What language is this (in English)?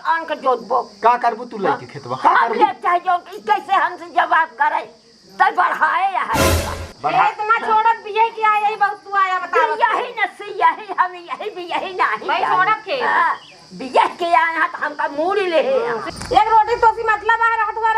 Awadhi